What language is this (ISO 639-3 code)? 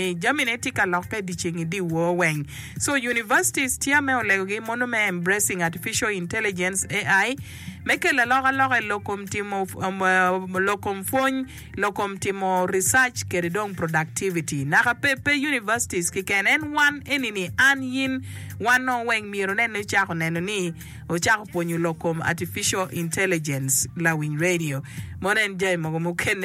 ach